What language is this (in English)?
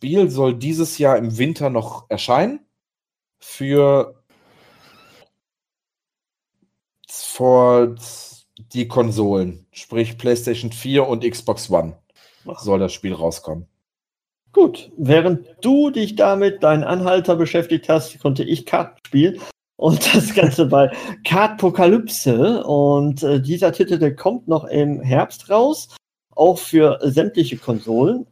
German